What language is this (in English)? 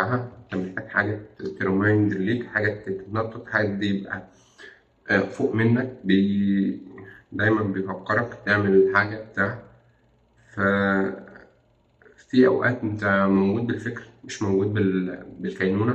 Egyptian Arabic